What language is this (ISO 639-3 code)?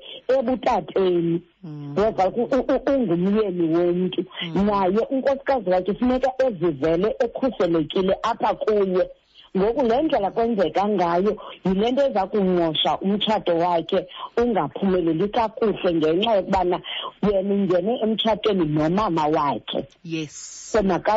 xho